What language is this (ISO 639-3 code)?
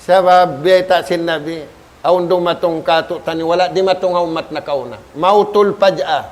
tsg